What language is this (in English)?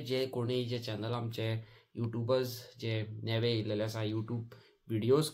Konkani